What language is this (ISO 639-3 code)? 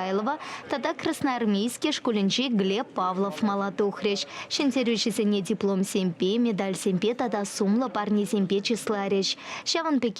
chv